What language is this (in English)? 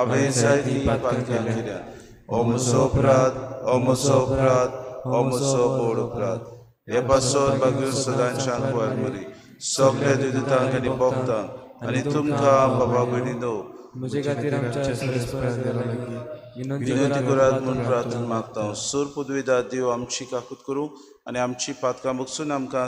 Konkani